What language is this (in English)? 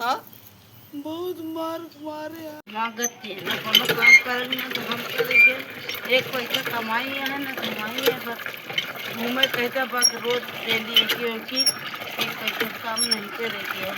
Awadhi